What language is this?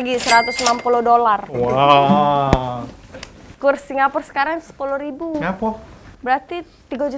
Musi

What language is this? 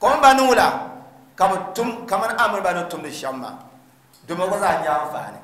Dagbani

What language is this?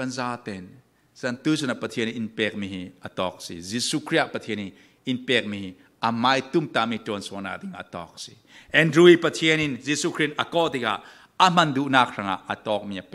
Falam Chin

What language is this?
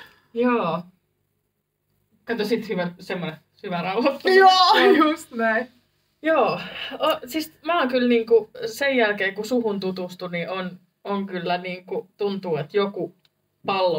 Finnish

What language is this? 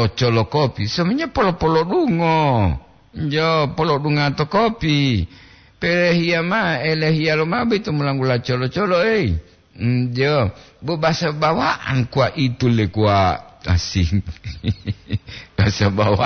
Gorontalo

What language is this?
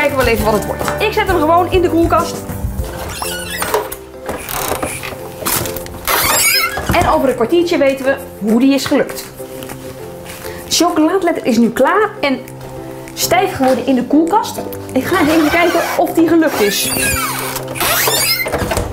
Dutch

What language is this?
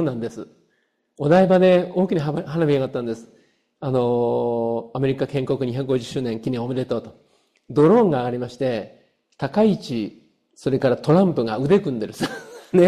Japanese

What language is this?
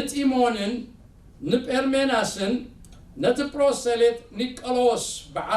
Tigrinya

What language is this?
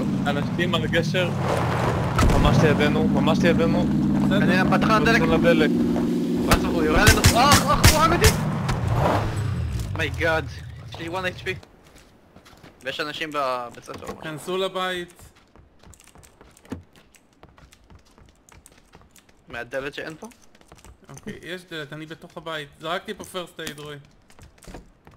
Hebrew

